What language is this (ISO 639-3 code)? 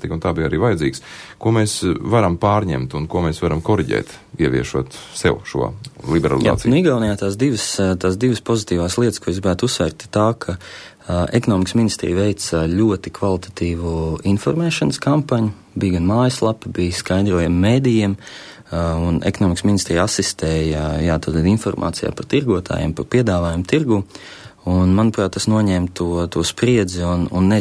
lav